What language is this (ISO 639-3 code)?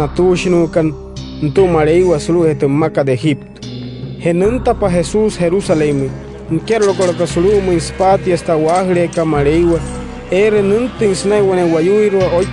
guc